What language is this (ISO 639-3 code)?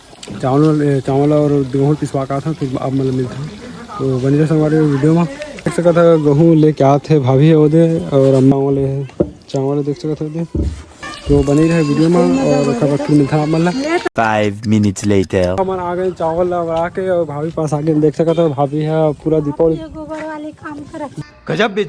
hne